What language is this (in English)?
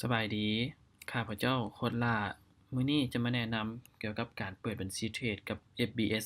Lao